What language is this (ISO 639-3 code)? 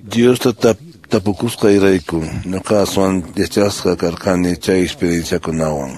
que